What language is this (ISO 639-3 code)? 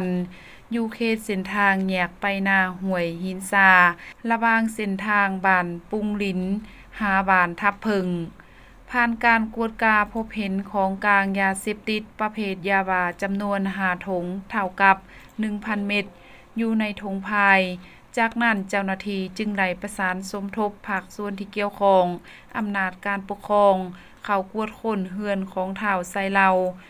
lao